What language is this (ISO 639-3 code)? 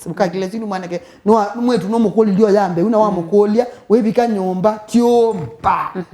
kam